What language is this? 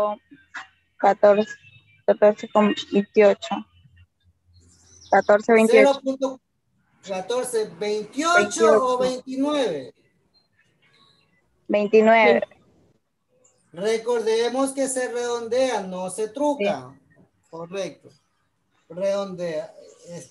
Spanish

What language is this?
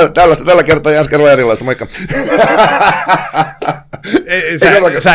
Finnish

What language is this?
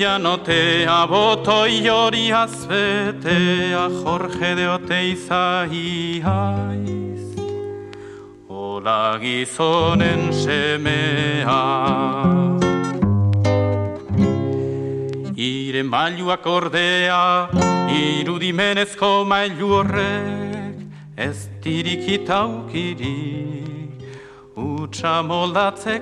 Basque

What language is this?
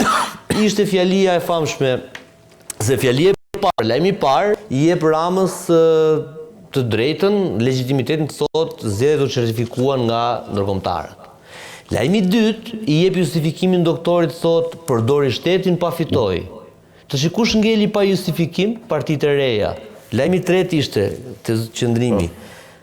Albanian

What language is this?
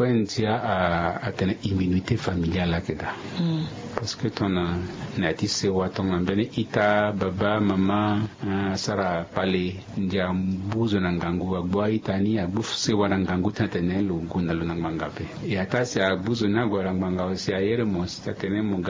Sango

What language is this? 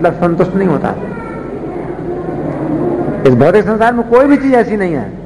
Hindi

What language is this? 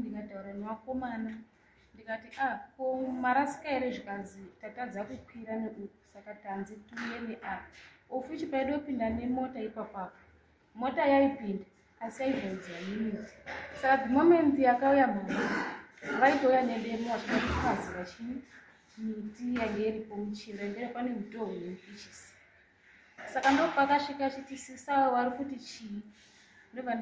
Shona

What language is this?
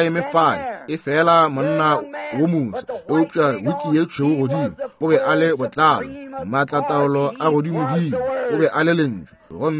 Northern Sotho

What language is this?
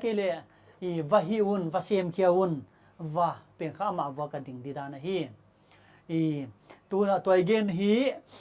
Paite Chin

